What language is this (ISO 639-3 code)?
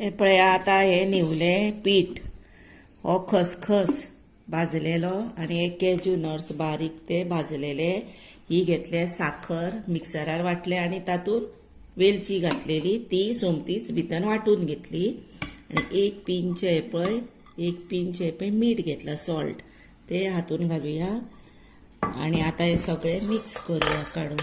kok